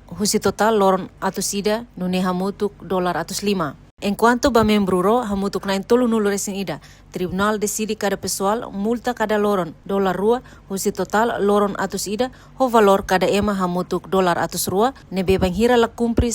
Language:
Tetum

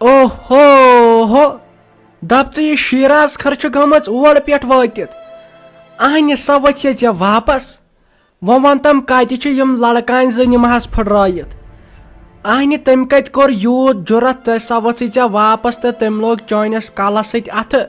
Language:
Kashmiri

